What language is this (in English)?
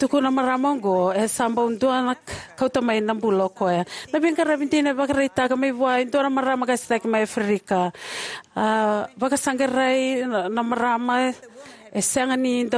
Fijian